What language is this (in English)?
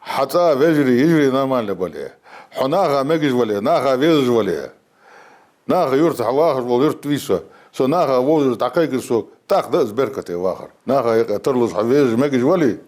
Ingush